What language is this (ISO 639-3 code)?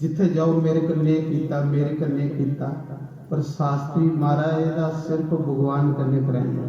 doi